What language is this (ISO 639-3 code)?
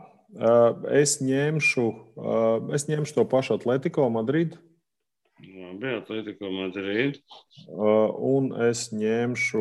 lav